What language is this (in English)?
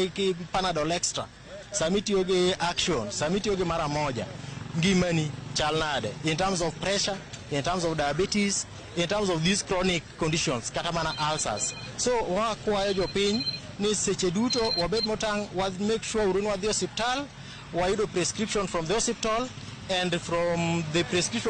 Luo (Kenya and Tanzania)